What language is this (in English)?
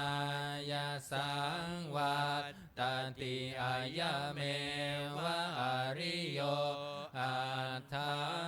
Pali